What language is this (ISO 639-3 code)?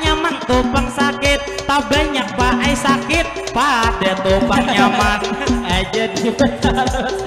bjn